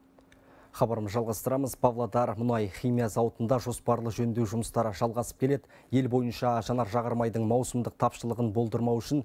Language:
Kazakh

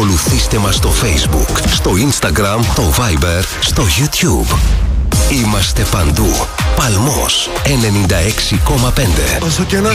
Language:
Greek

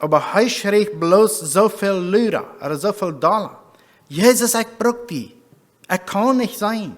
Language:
Plautdietsch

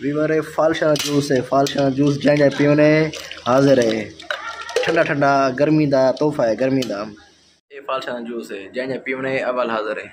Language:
Saraiki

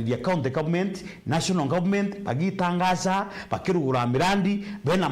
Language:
Meru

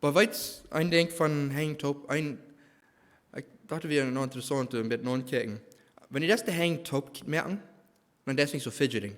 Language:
Plautdietsch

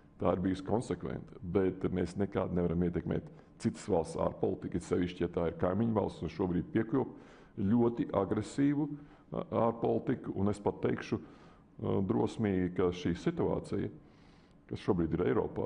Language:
Latvian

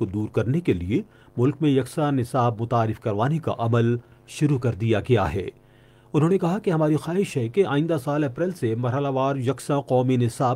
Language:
Urdu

